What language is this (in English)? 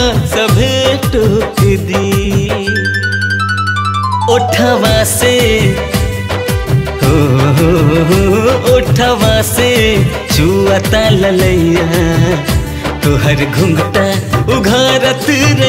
Bhojpuri